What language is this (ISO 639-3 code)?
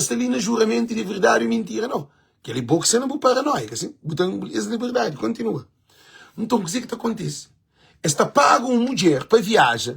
kea